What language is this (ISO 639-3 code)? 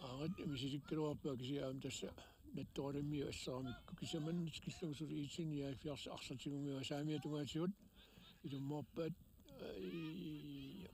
kal